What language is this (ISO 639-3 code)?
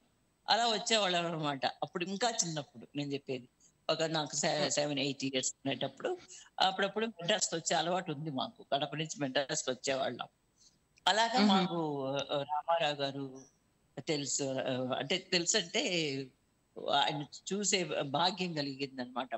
tel